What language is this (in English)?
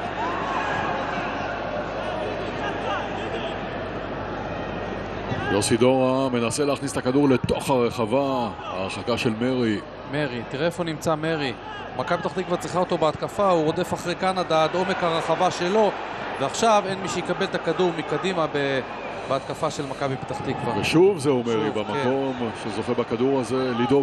Hebrew